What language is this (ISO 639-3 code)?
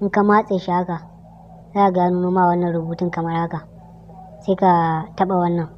hau